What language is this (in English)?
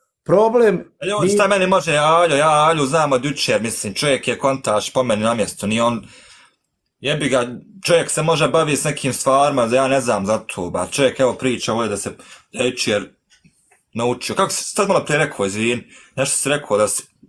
Bosnian